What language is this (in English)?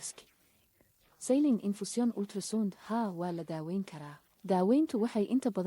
Somali